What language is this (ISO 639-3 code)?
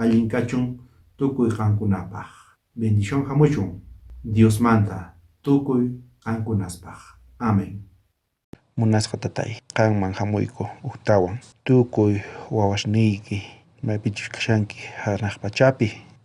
quh